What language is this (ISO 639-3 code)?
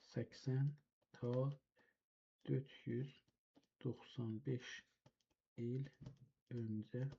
azb